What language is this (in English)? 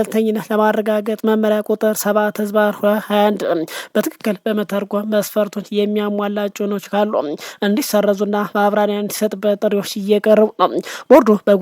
Amharic